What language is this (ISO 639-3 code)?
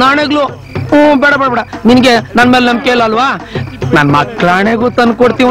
kan